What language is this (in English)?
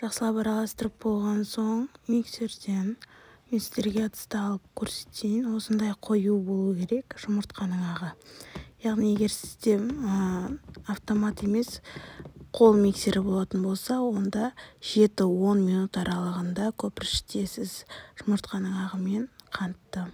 Kazakh